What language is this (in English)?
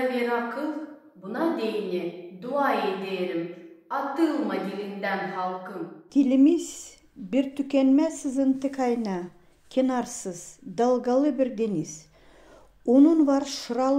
Gagauz